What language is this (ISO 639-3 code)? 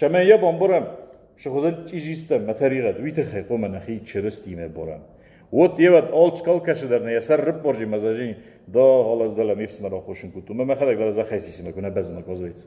oss